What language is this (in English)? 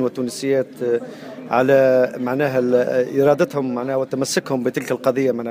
Tunisian Arabic